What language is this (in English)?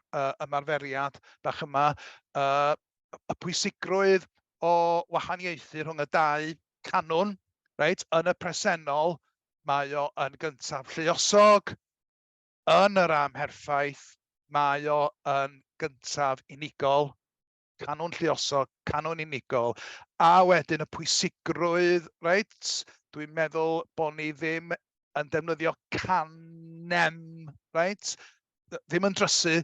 Welsh